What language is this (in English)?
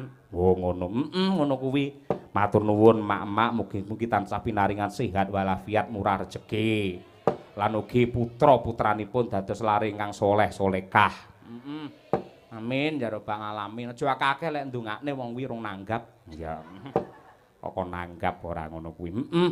Javanese